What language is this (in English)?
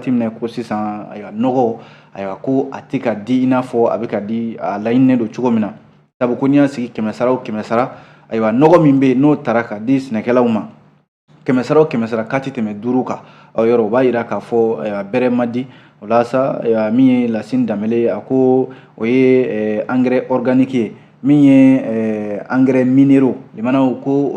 Bambara